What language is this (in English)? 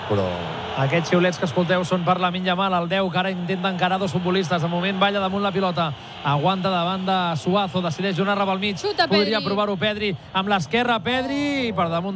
Catalan